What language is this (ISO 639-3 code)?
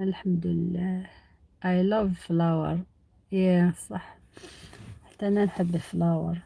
arq